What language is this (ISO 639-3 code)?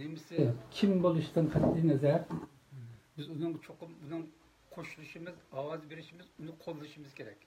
uig